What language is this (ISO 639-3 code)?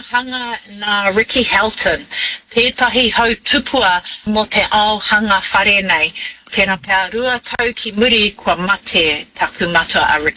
mri